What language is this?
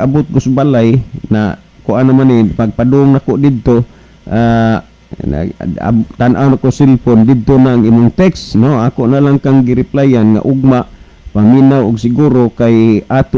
Cebuano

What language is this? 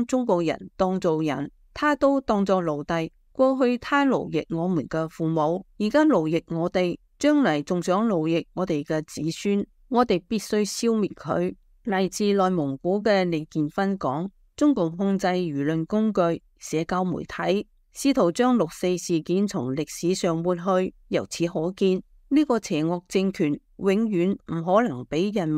Cantonese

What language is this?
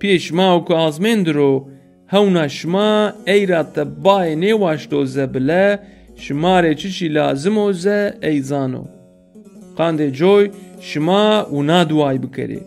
Zaza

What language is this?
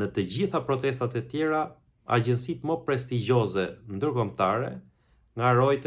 Albanian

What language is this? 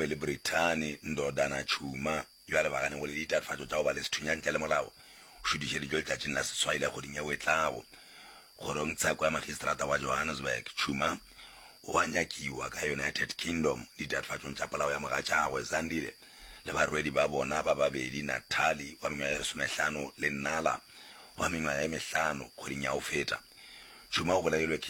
Northern Sotho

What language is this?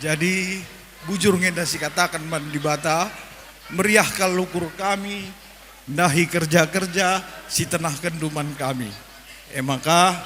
Batak Karo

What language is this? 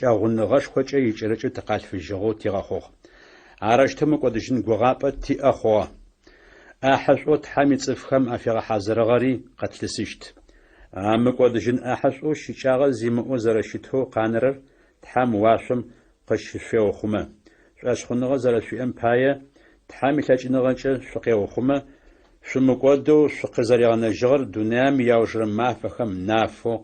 Adyghe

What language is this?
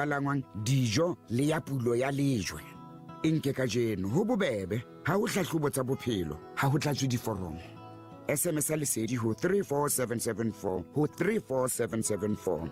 Southern Sotho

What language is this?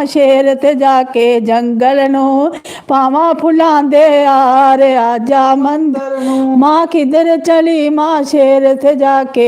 Dogri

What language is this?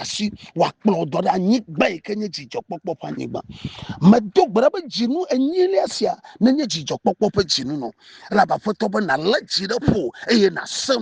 Ewe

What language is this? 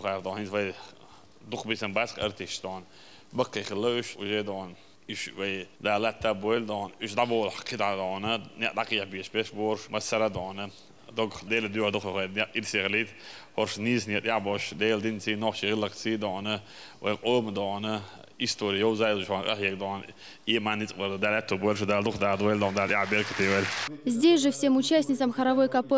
Chechen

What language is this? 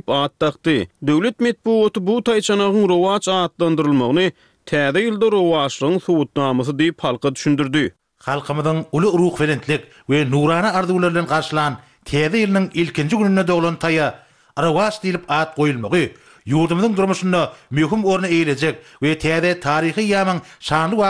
Turkmen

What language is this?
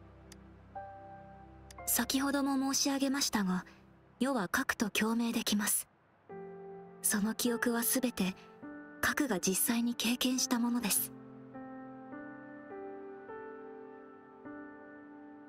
Japanese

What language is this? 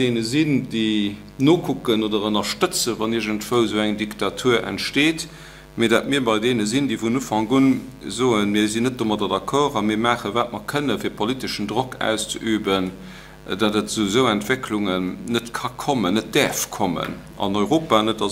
Luxembourgish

